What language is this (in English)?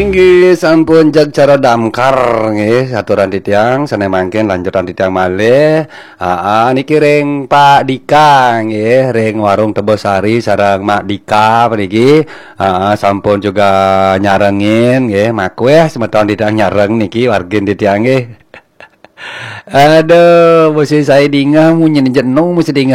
Balinese